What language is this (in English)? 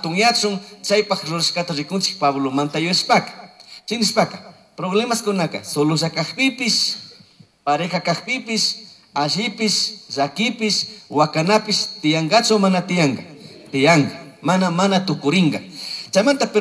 Chimborazo Highland Quichua